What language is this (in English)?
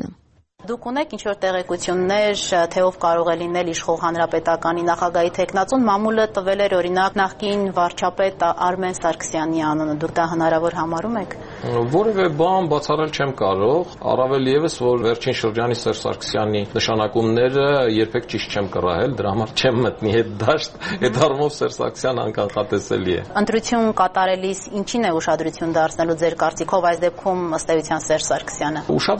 Armenian